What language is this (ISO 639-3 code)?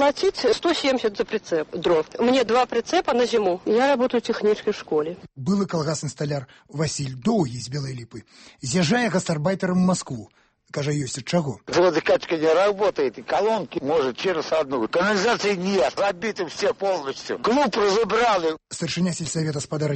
bel